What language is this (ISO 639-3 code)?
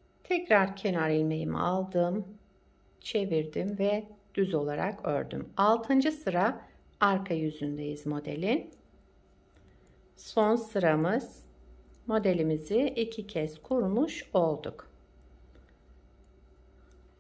tur